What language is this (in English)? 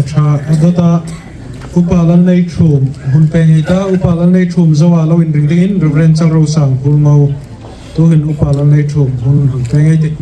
Hmar